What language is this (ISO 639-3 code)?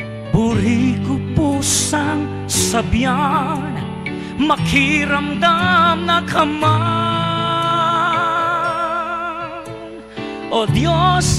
pam